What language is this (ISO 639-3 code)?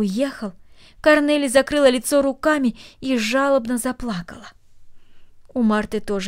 rus